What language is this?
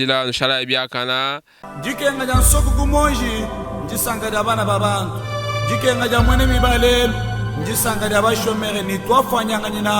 Luba-Lulua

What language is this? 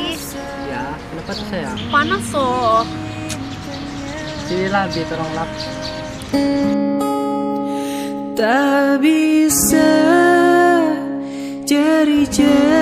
Indonesian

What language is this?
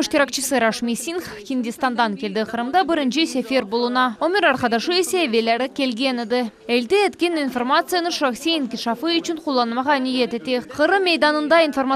Crimean Tatar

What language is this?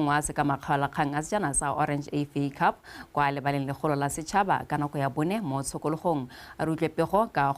Tswana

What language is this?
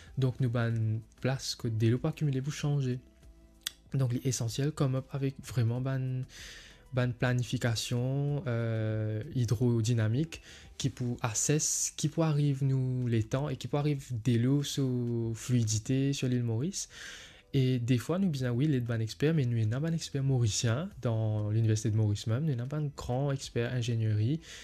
Morisyen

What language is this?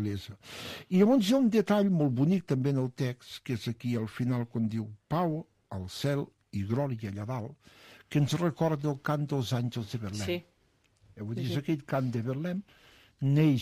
Catalan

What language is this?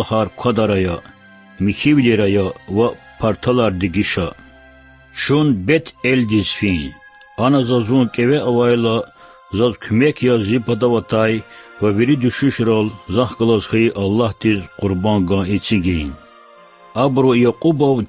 Lezghian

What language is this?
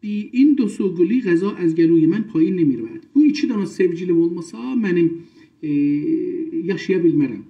South Azerbaijani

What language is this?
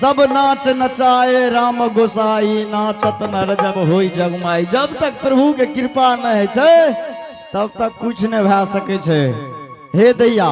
Angika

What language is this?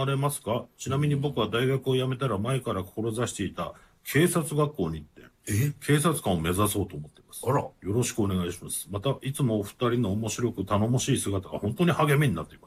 Japanese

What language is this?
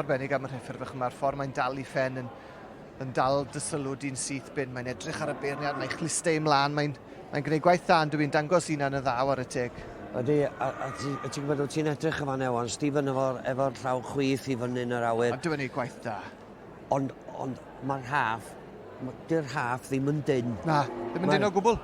Welsh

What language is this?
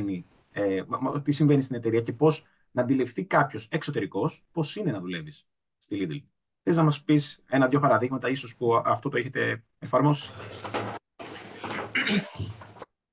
Greek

